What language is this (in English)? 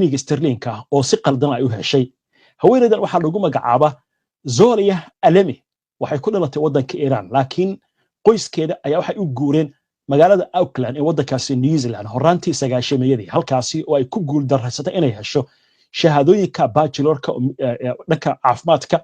Somali